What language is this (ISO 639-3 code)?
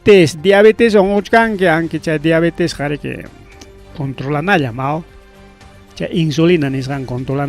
quy